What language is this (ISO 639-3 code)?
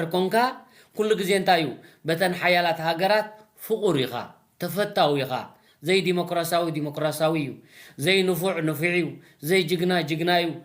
tir